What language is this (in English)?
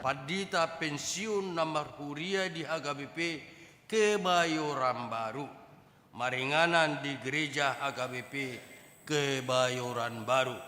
Batak Toba